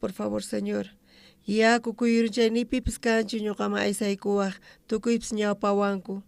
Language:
South Bolivian Quechua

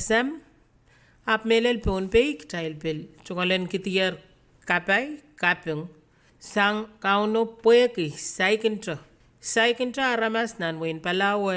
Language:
Pohnpeian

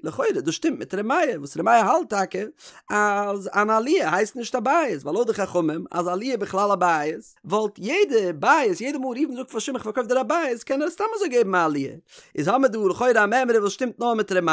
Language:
Yiddish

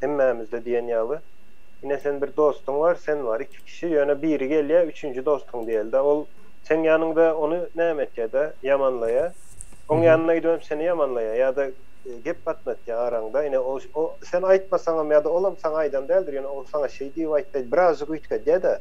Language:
Turkmen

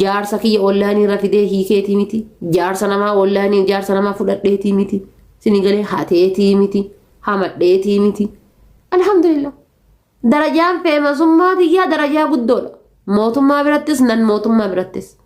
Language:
Oromo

